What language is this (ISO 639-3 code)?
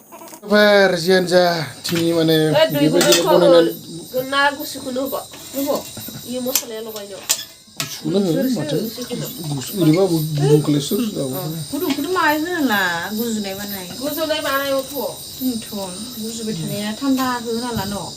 brx